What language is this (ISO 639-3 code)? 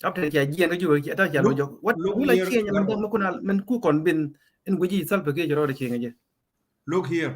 nus